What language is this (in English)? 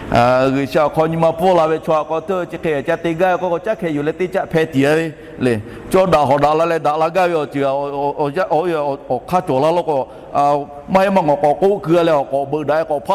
Lahu